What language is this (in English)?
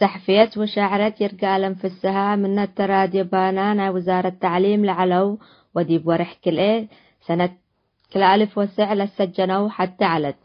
Tigre